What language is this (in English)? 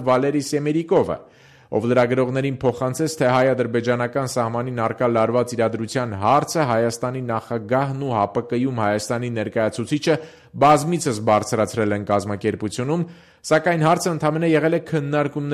Armenian